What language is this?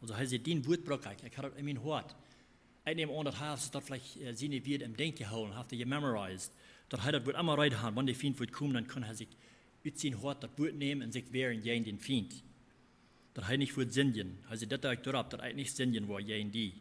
Plautdietsch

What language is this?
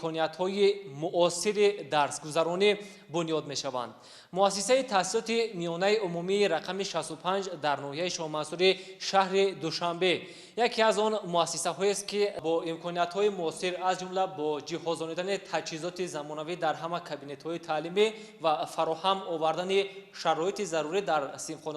Tajik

